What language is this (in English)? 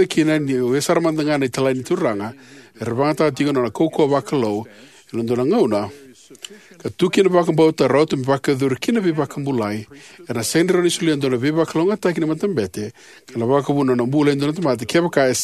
Fijian